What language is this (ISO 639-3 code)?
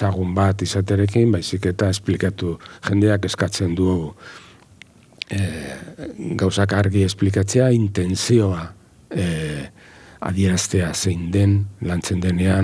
eus